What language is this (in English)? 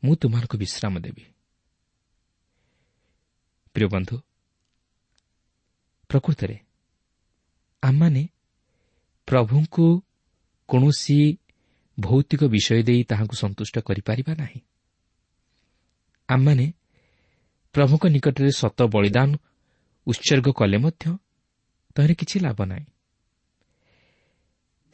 Odia